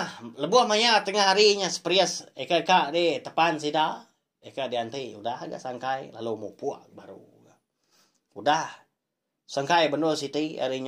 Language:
Iban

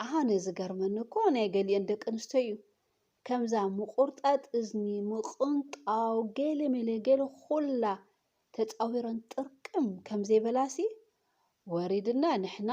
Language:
Tigrinya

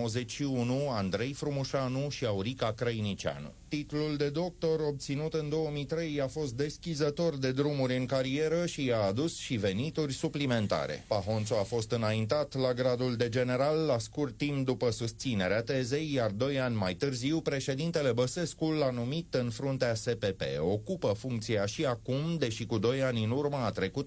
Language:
Romanian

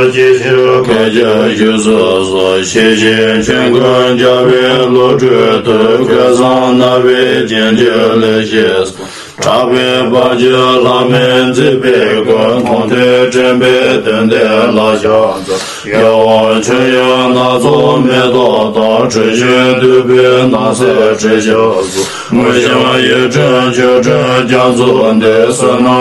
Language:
Tibetan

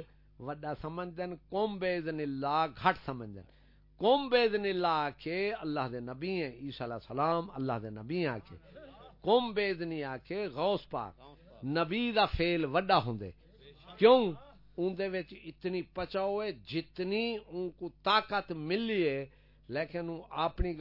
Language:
Saraiki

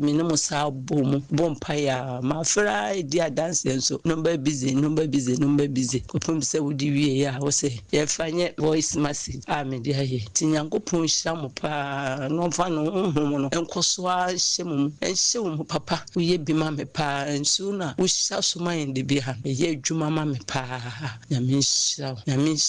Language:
Akan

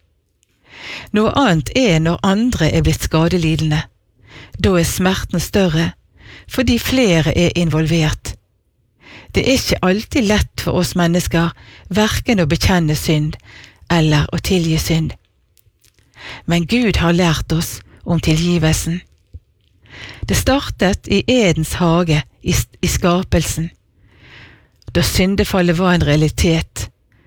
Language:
Norwegian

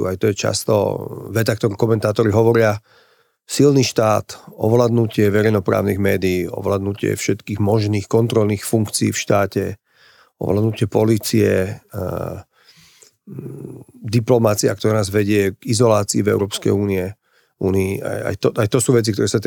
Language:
Slovak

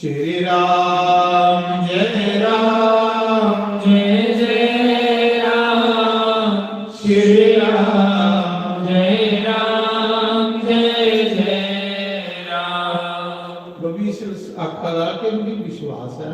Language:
Dogri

